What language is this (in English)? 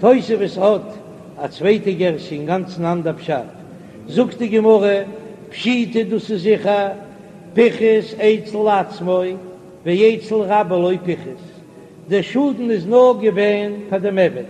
Yiddish